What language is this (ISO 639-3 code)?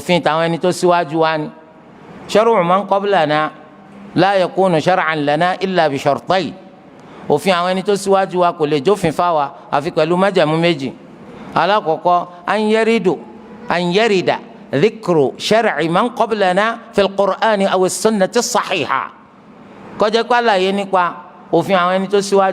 yor